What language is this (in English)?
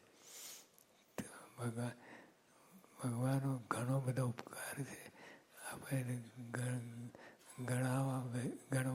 Gujarati